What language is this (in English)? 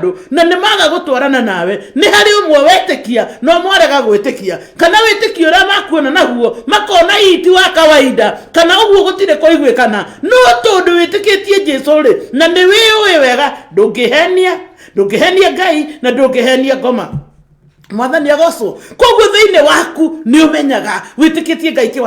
Kikuyu